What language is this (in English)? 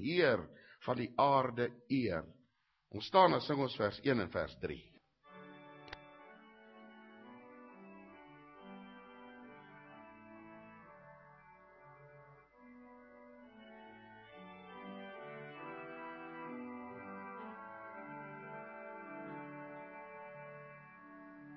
Afrikaans